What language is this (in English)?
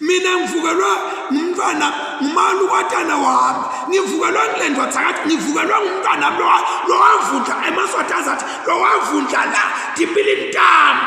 Zulu